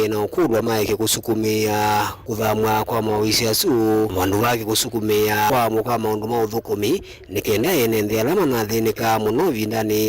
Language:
Kamba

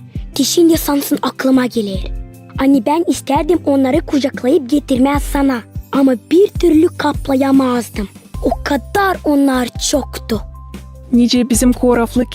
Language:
Gagauz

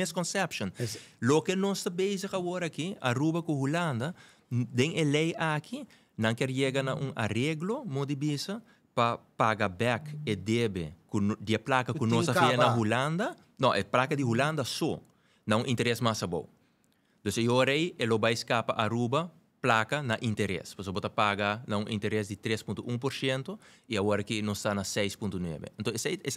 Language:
Papiamento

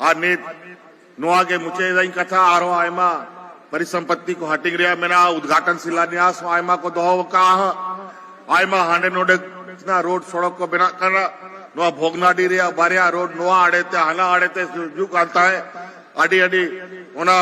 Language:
Santali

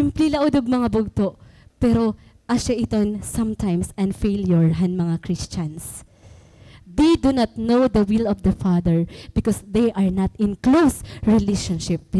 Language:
Waray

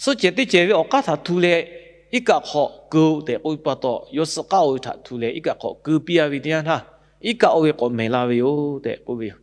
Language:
Lahu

